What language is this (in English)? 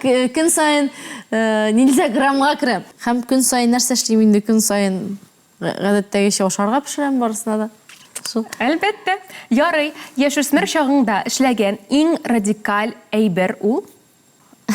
Tatar